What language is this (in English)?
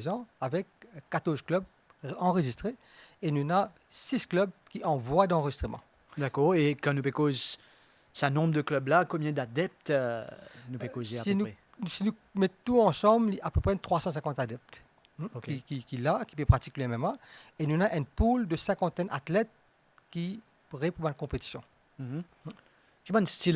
Morisyen